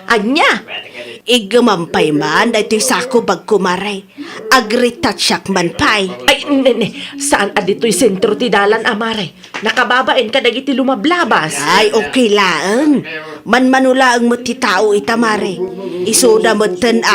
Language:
Iloko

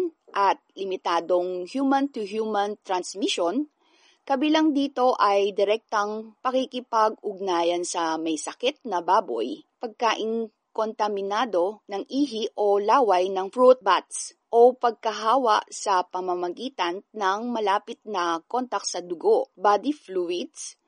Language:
Filipino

